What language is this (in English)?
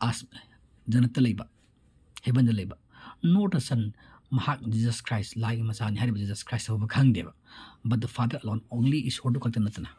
Manipuri